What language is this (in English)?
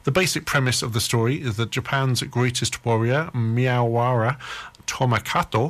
English